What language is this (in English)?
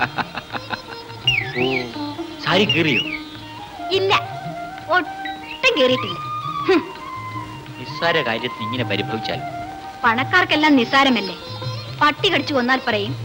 Malayalam